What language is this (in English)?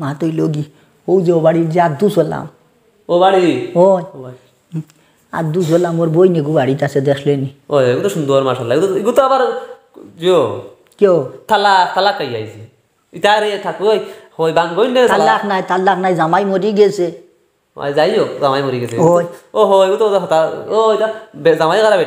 Sylheti